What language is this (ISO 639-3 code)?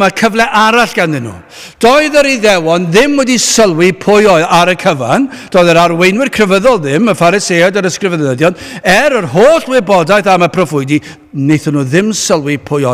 cym